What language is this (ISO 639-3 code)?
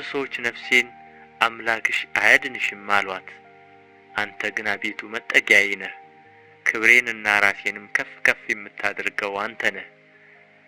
amh